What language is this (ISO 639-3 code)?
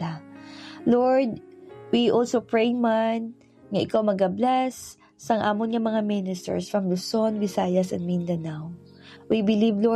hil